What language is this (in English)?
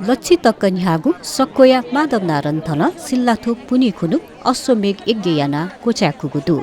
Newari